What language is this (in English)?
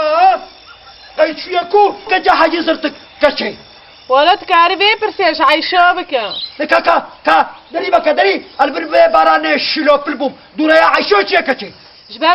Kurdish